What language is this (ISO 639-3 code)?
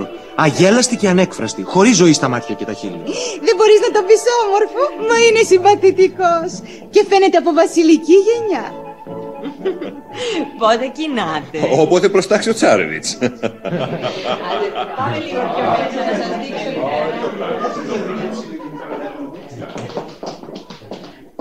ell